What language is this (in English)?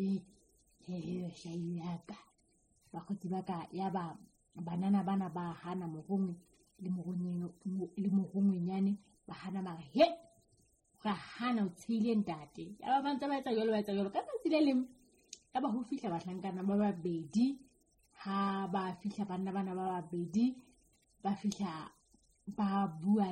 Southern Sotho